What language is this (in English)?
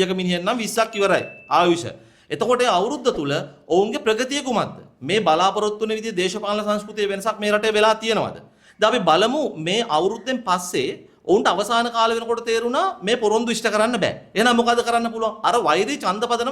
Sinhala